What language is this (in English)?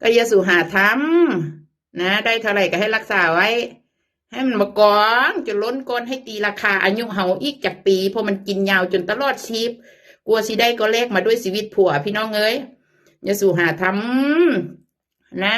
Northeastern Thai